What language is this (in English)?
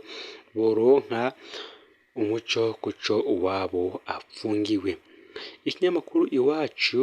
Rundi